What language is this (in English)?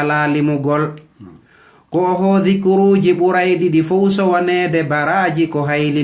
Fula